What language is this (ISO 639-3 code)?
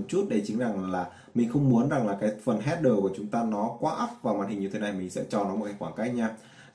vie